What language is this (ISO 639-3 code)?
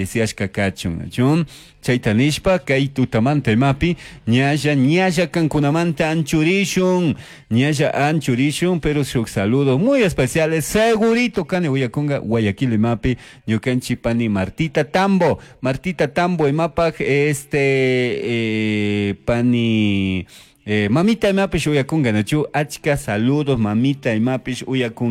qug